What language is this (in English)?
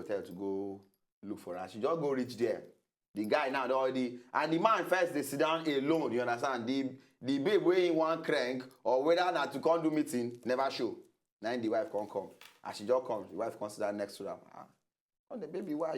Nigerian Pidgin